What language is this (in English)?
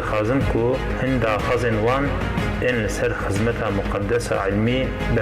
Kurdish